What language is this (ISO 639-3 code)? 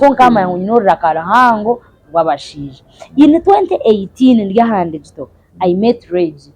nyn